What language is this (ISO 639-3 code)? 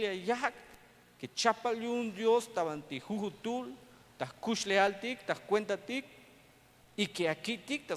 tzh